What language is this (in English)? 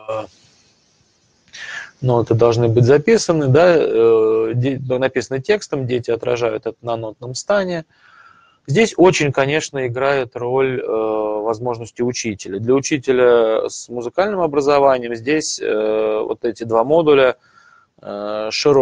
Russian